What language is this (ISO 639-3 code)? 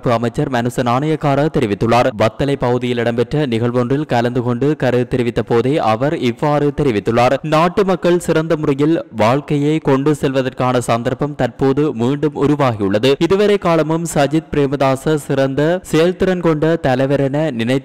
tam